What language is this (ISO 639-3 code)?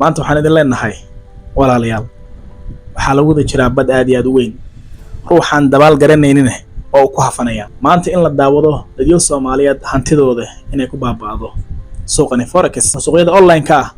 som